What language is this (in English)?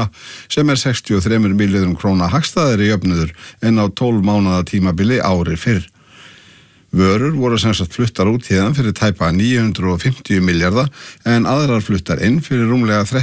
Icelandic